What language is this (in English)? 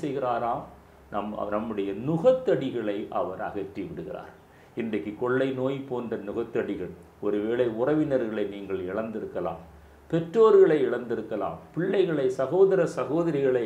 Tamil